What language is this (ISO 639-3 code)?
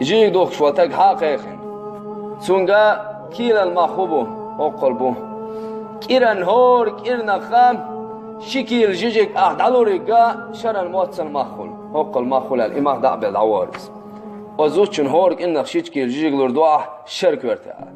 che